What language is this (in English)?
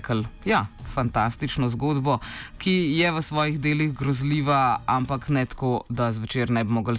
Slovenian